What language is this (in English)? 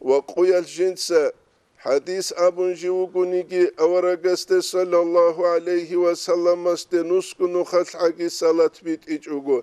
Avaric